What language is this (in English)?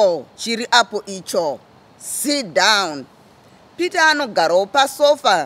Shona